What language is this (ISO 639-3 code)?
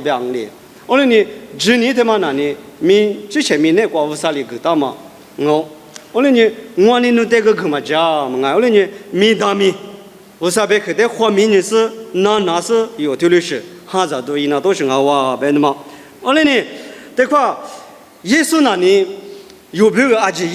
lis